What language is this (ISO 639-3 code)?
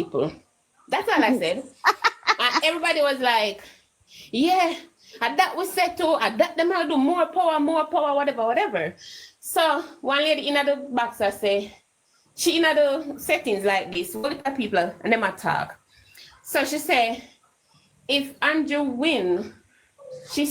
jam